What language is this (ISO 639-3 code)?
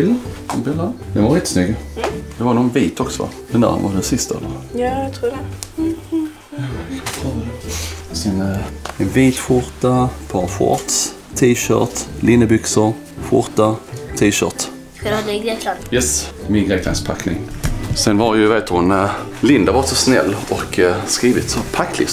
swe